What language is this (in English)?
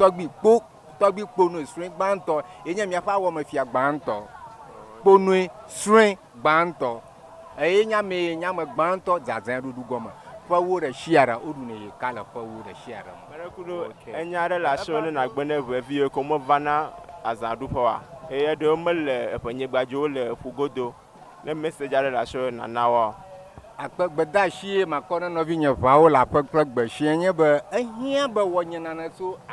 Ewe